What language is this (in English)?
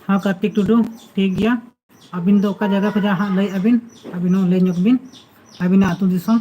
Santali